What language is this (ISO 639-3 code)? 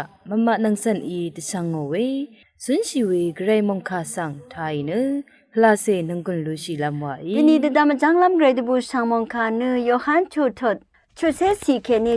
raw